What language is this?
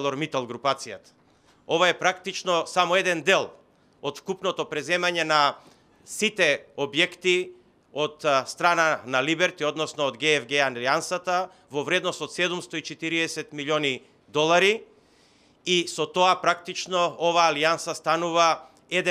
Macedonian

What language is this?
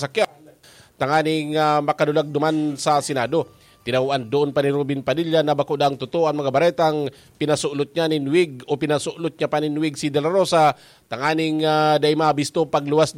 Bikol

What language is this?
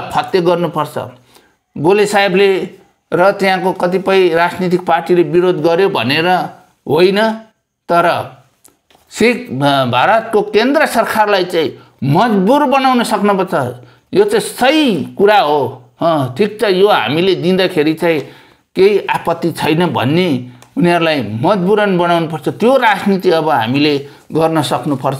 Nepali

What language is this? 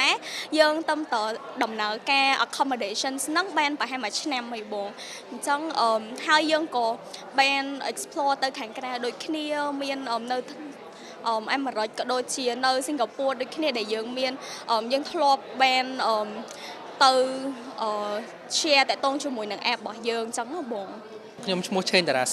Khmer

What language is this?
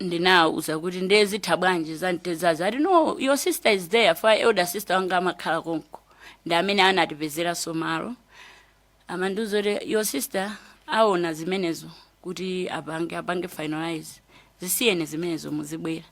Nyanja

